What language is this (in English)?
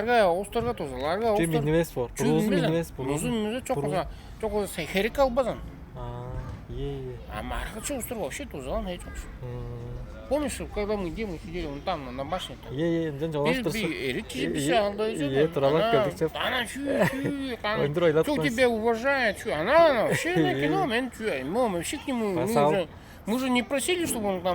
Tuvinian